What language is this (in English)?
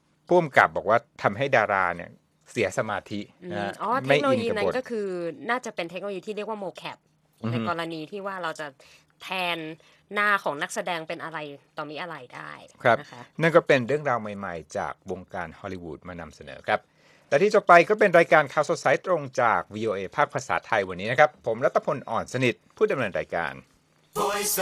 Thai